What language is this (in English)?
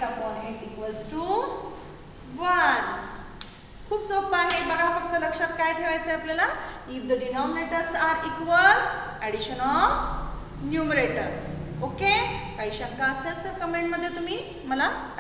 Marathi